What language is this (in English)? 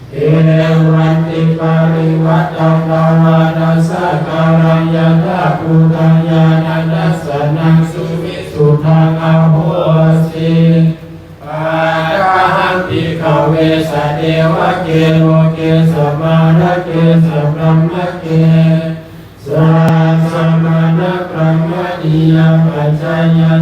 Pali